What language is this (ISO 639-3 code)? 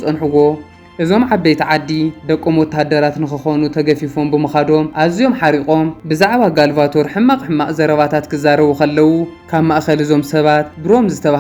tir